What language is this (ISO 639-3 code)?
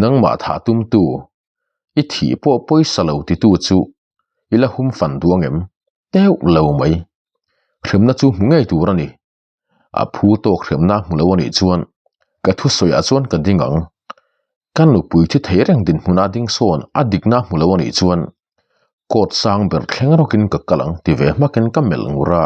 lus